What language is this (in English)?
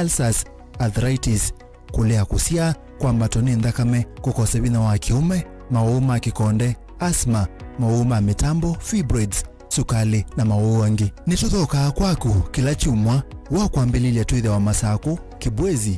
Kamba